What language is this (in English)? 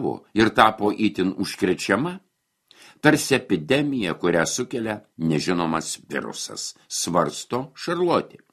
Lithuanian